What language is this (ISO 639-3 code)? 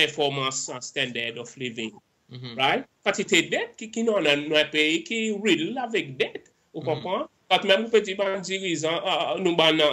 crs